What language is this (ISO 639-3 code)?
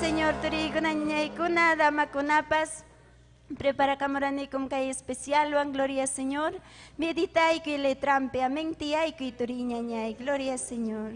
quy